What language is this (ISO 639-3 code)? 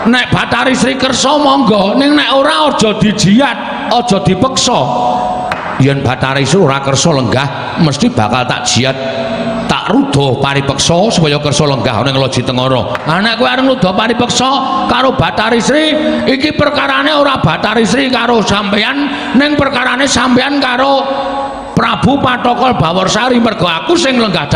jav